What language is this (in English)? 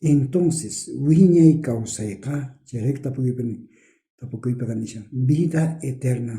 South Bolivian Quechua